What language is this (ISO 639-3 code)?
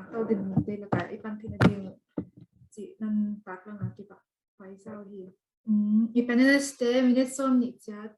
pck